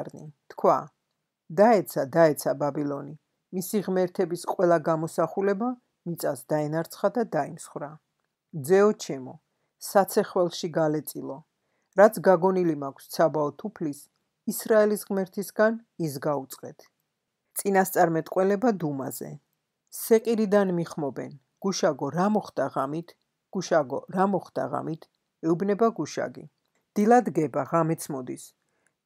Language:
Georgian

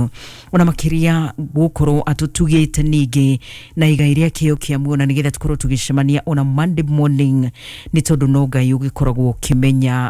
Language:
Kikuyu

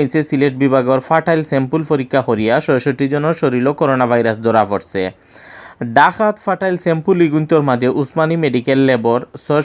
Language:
Sylheti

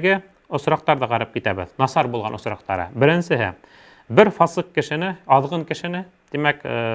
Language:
Bashkir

